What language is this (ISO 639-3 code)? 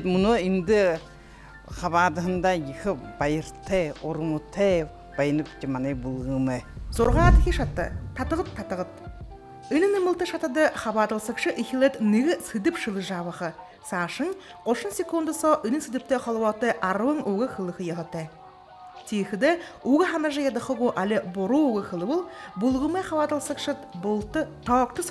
bua